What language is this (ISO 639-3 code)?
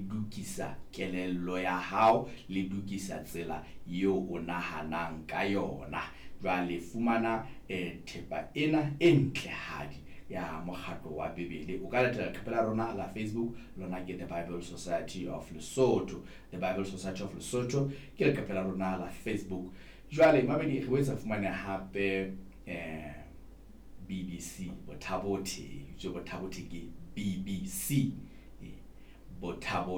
sot